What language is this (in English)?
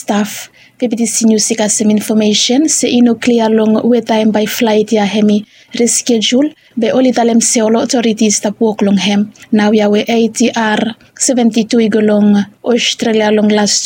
Bislama